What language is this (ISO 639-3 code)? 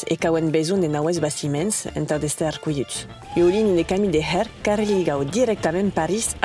oci